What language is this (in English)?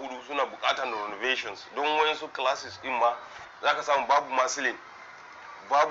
Hausa